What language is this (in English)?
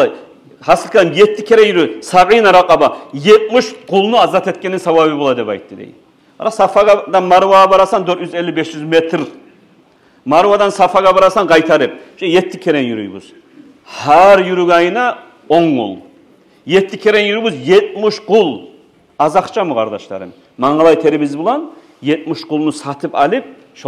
Kumyk